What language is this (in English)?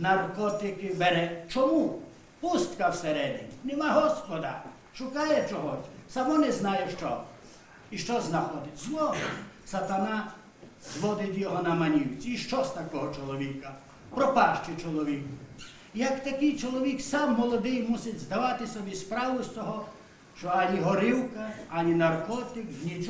Rusyn